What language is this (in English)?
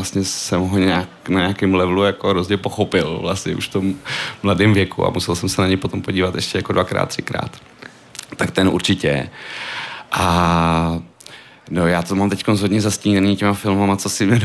Czech